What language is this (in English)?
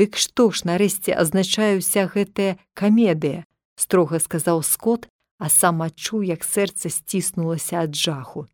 Belarusian